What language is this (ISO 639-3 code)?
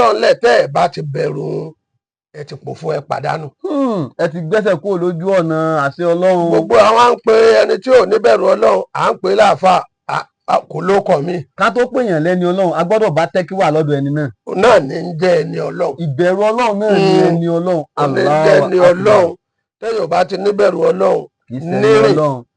yor